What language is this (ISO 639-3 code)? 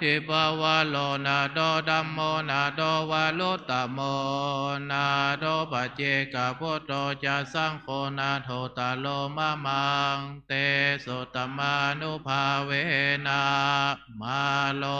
pli